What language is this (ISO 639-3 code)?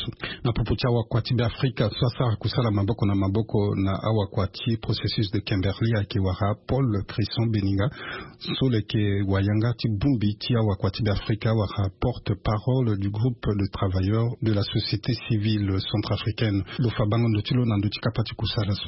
sag